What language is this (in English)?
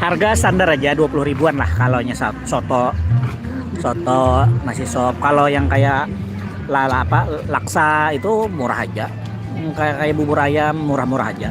Banjar